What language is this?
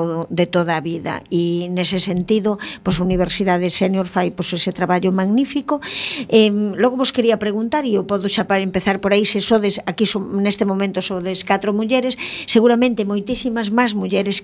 Galician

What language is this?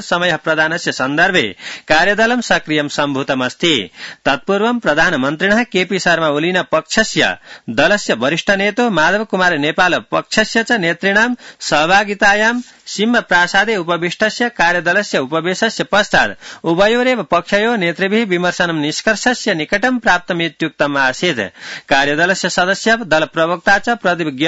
Sanskrit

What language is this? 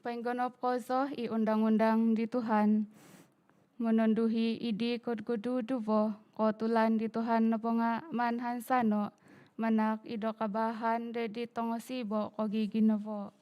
Central Dusun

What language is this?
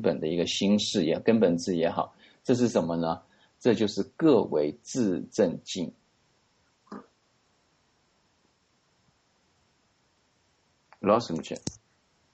Chinese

